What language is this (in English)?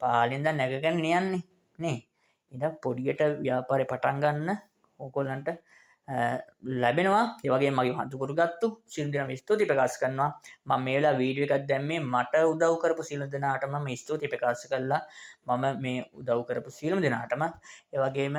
Sinhala